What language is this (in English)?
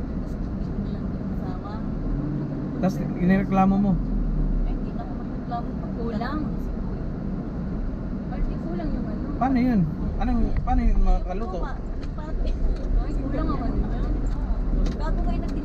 Filipino